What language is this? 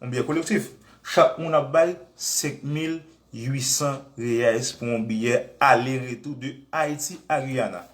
Haitian Creole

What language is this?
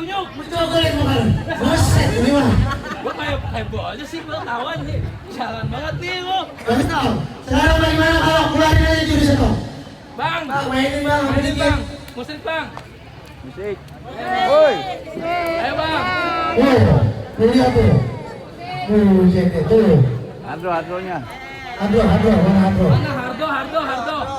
Betawi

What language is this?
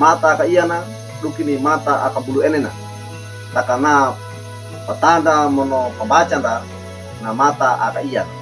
Wejewa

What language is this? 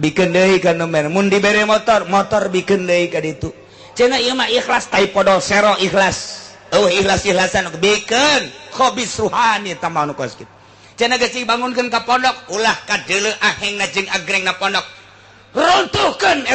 Sundanese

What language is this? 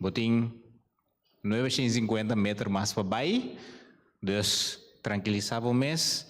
Papiamento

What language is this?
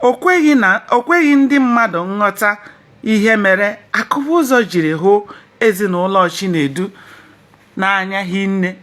Igbo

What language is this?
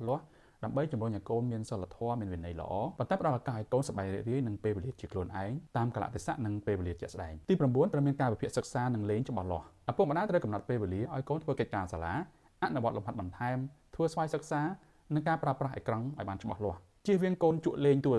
Khmer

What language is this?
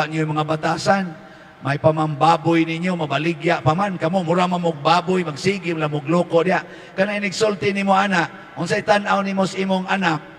Cebuano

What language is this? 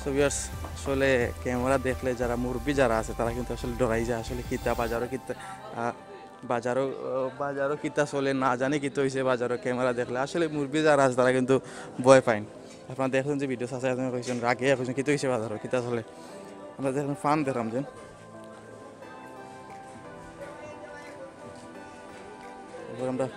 Sylheti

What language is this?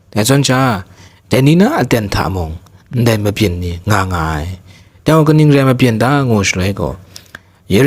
Kachin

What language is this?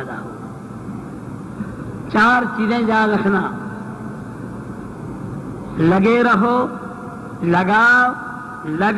Urdu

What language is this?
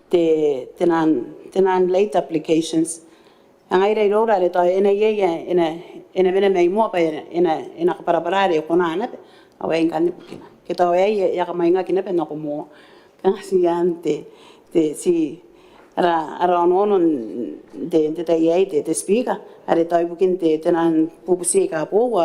Gilbertese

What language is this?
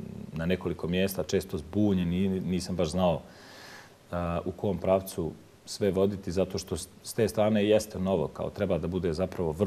Bosnian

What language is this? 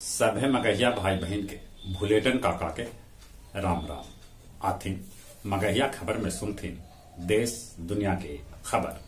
Magahi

